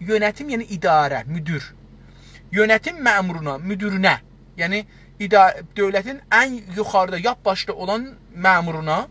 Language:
South Azerbaijani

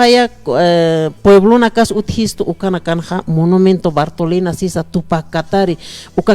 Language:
Aymara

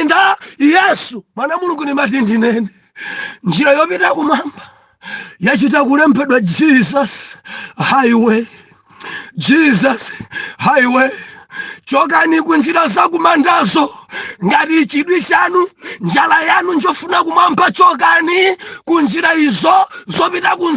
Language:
Nyanja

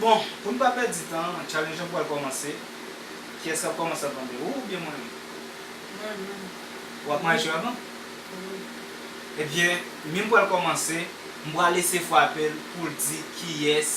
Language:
Haitian Creole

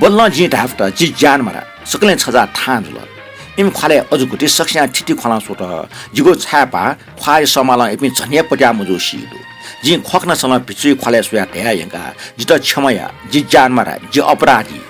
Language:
Newari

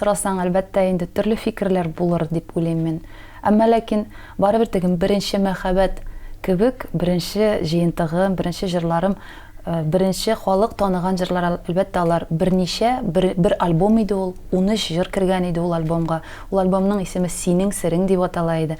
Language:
Tatar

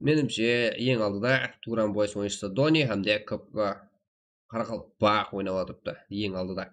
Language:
Kara-Kalpak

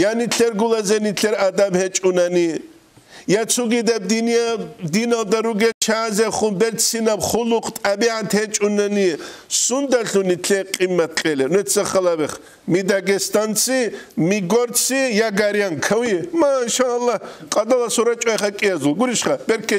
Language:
Avaric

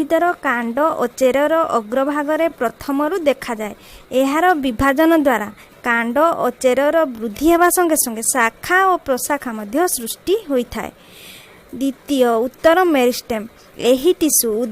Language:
Odia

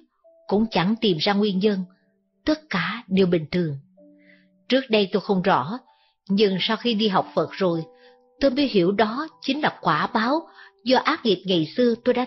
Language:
Vietnamese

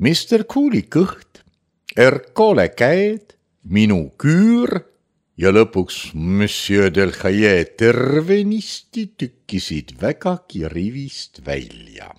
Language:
Estonian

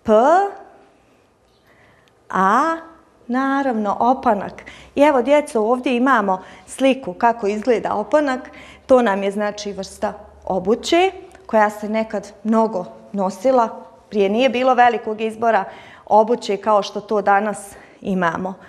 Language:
Bosnian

